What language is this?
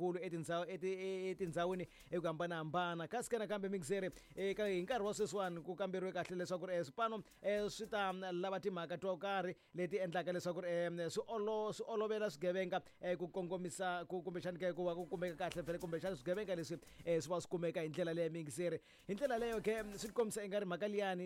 Tsonga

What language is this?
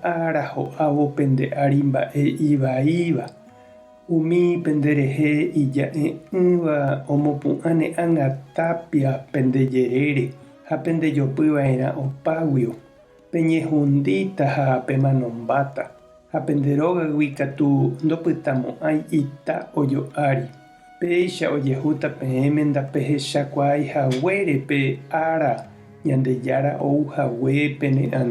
Guarani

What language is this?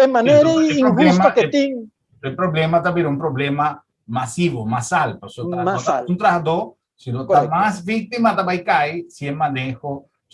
Papiamento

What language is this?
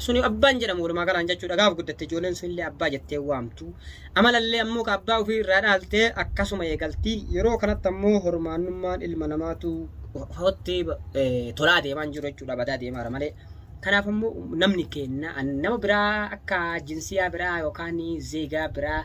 Oromo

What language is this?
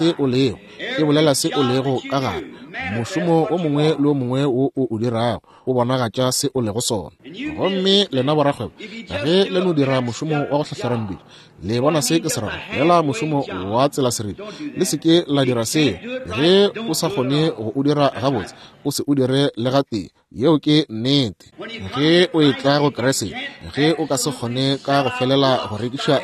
Northern Sotho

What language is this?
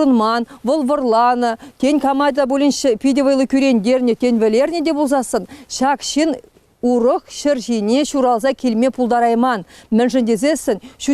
Chuvash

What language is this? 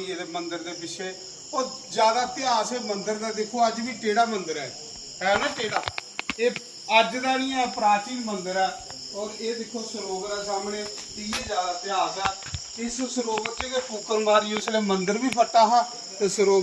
Dogri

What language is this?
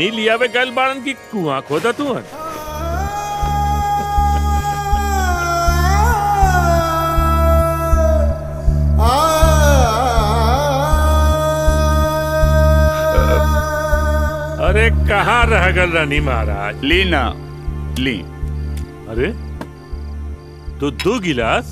Bhojpuri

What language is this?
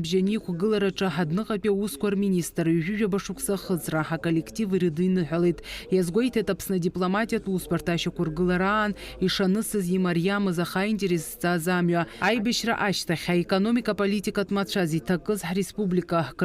Abkhazian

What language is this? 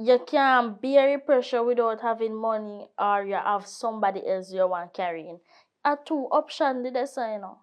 Jamaican Creole English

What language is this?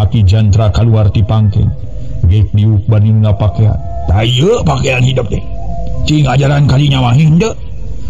Sundanese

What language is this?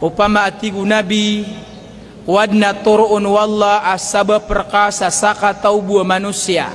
Maranao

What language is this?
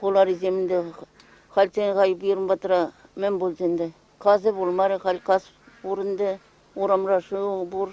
Chuvash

